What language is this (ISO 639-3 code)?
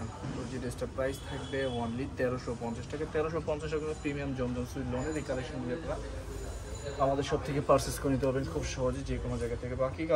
ben